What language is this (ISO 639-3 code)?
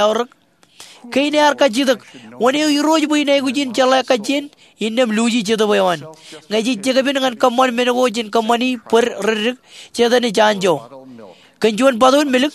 mah